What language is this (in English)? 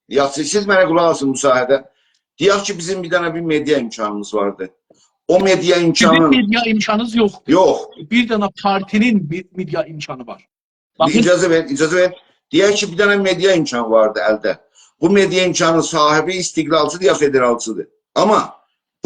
South Azerbaijani